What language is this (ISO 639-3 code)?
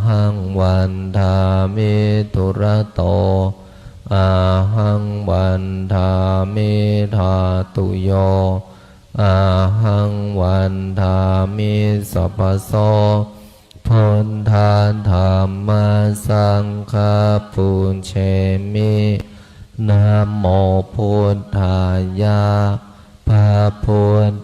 pli